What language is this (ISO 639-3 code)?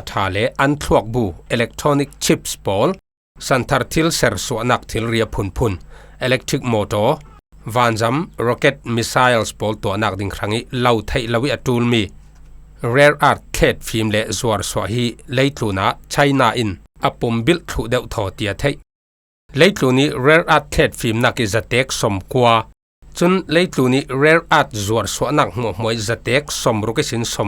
cfm